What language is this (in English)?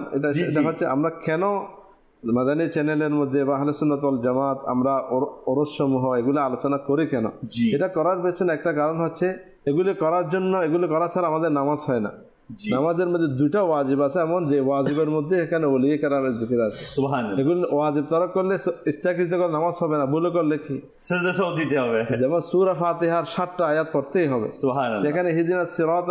Bangla